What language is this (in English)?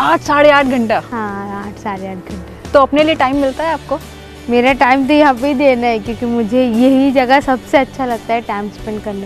Hindi